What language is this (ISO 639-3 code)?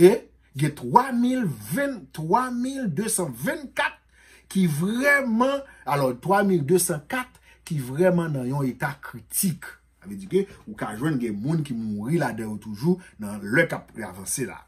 hat